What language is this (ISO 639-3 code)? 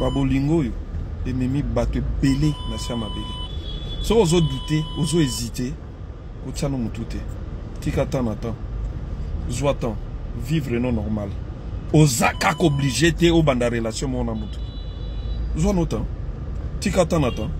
lin